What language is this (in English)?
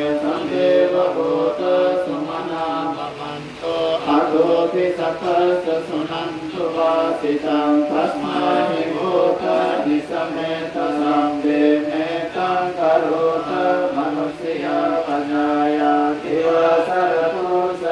Pali